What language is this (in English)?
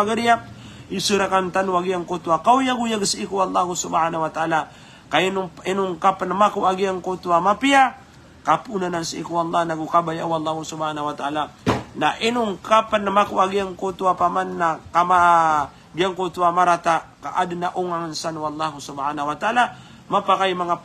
Maranao